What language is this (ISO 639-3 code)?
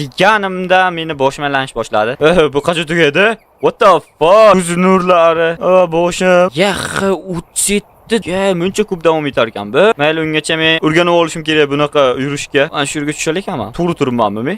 uzb